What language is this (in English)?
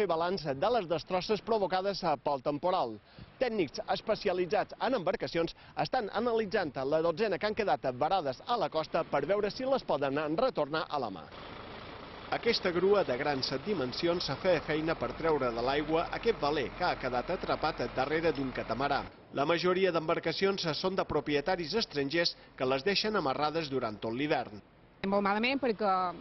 Catalan